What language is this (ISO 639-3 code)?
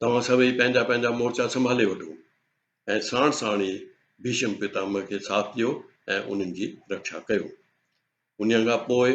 snd